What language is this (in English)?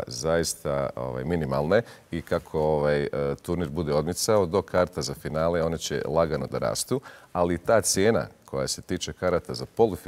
Bosnian